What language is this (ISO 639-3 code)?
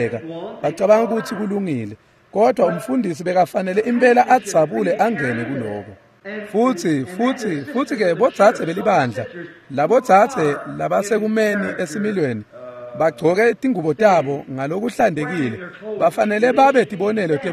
ssw